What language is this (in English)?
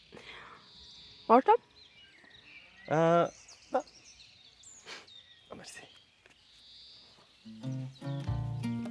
Bulgarian